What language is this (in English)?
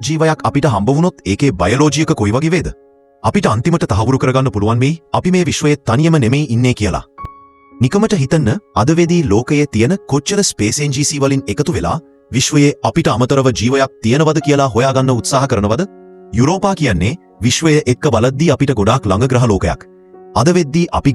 Sinhala